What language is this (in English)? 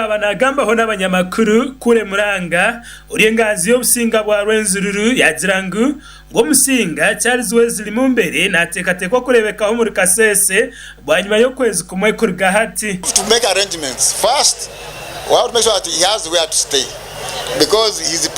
Nyankole